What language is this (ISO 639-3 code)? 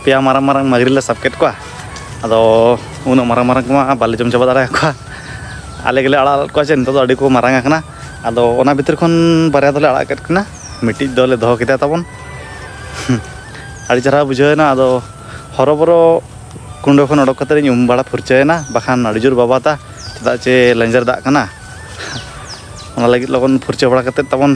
sat